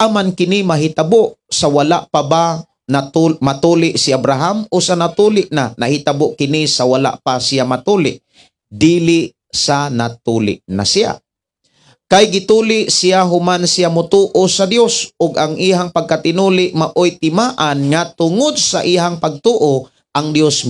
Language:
Cebuano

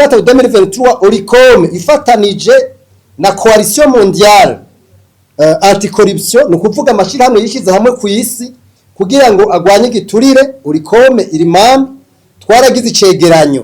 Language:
Rundi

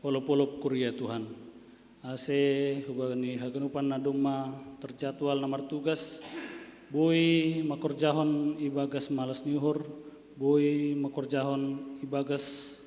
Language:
Batak Simalungun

